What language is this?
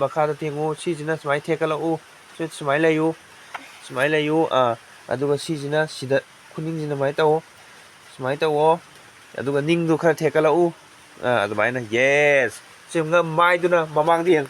Manipuri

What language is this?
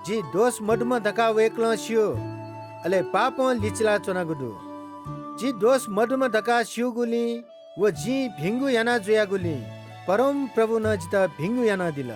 Newari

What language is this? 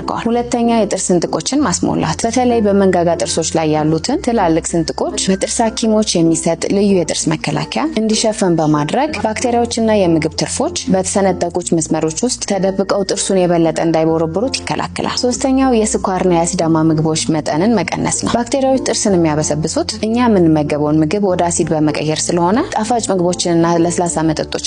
Amharic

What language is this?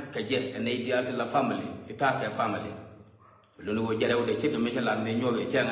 Nuer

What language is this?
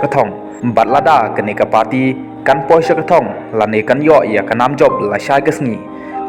Khasi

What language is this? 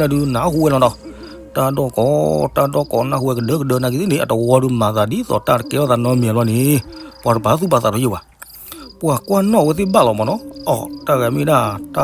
S'gaw Karen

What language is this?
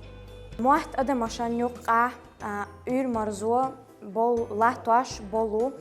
Chechen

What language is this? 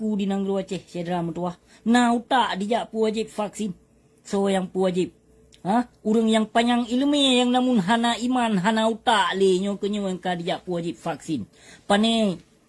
Achinese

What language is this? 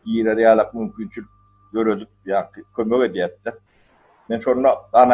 Turkmen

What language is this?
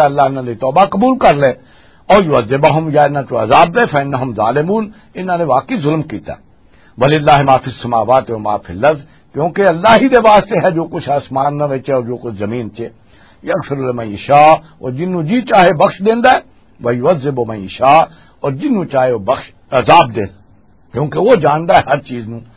Western Panjabi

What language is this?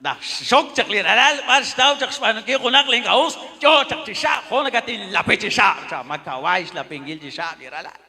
Kekchí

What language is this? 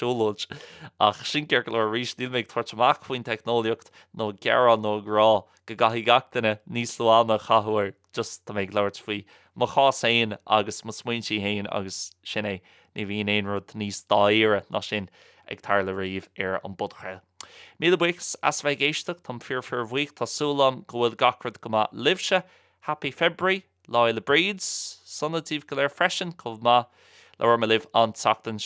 Irish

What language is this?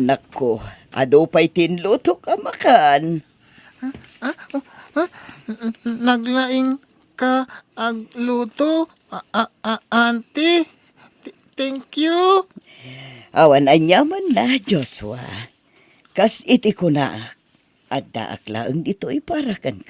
Iloko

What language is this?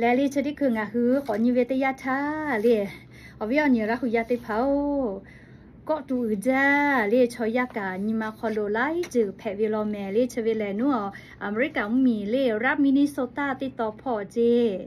Lahu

